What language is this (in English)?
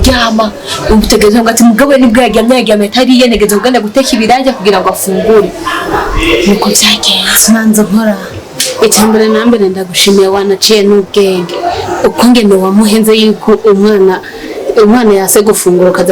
Rundi